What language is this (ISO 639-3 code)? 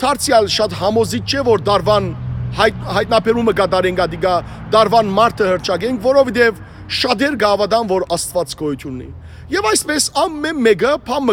hyw